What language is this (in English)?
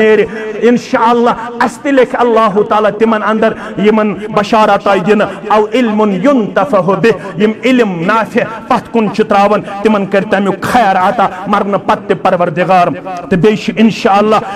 Kashmiri